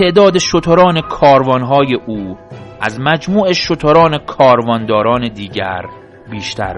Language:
Persian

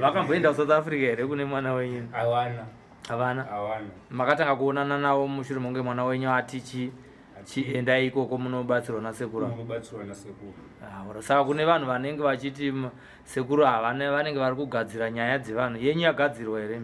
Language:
Shona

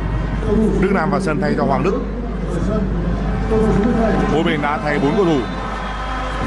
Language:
Vietnamese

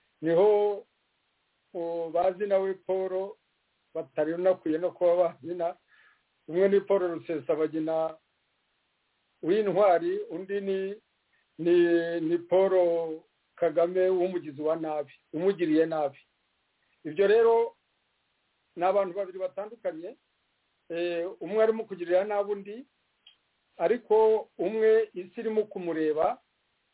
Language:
Kinyarwanda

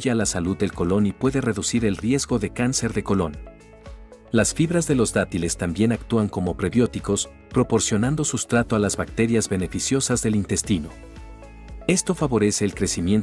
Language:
Spanish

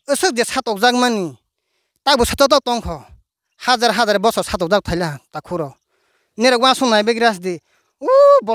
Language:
Riang (India)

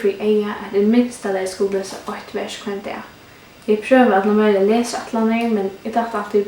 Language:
Faroese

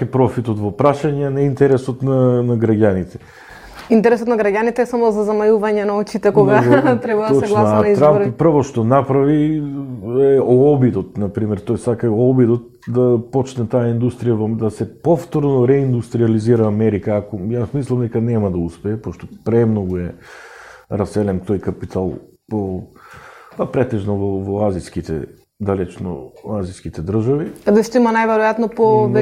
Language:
Macedonian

